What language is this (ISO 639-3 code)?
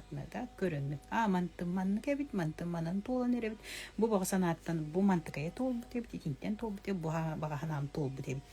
sah